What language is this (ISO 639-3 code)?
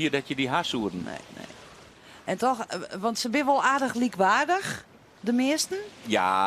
fry